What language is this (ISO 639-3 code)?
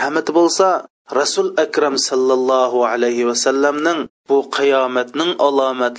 uig